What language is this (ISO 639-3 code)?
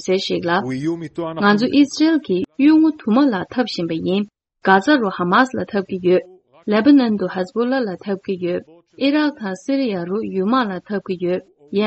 bod